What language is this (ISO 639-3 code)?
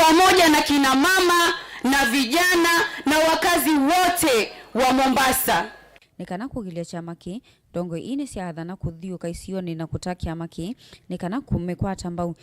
kam